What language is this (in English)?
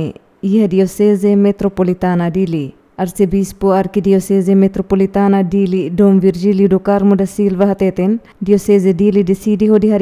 Tetum